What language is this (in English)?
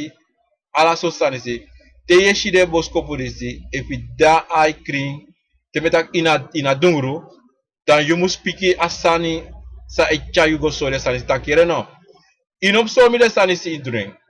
Sranan Tongo